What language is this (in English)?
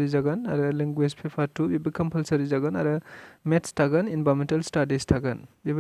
Bodo